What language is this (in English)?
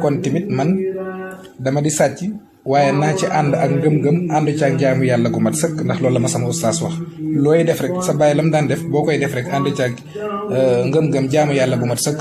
Wolof